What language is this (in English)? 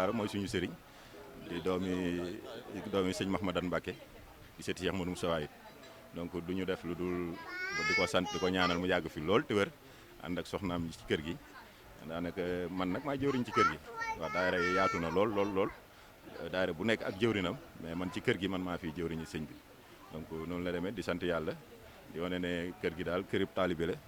Wolof